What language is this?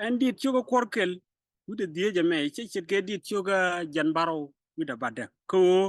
Nuer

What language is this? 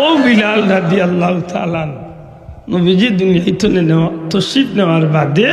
Sylheti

